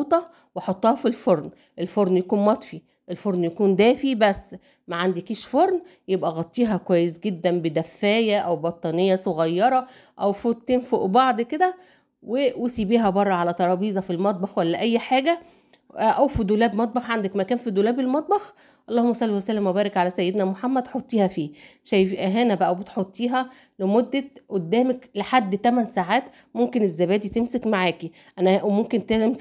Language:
Egyptian Arabic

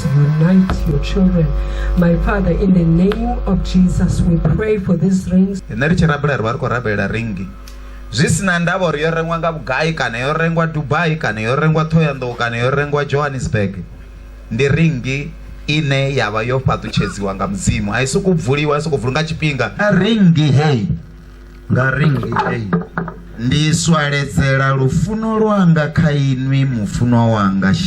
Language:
Venda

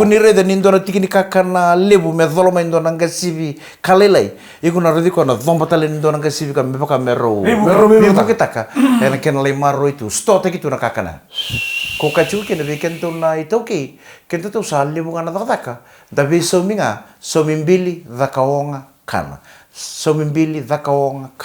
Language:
Fijian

